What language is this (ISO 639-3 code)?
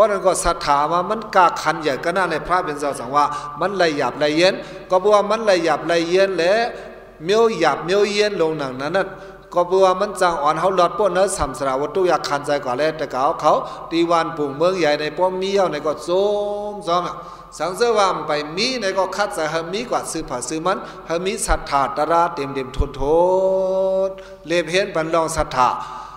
shn